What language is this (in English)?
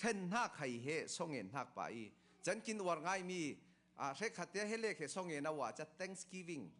Falam Chin